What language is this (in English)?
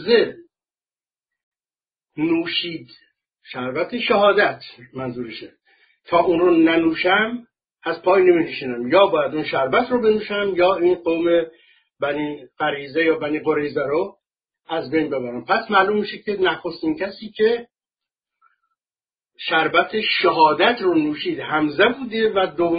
Persian